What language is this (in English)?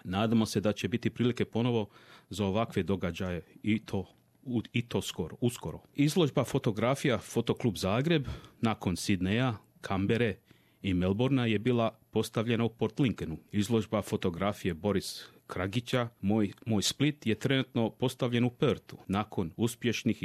Croatian